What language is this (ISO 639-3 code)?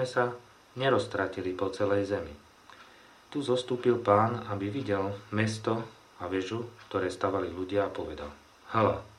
slk